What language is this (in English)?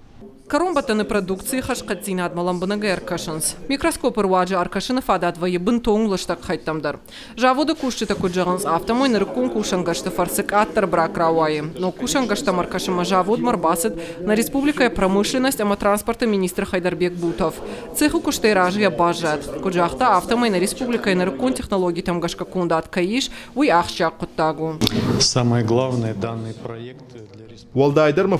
Ossetic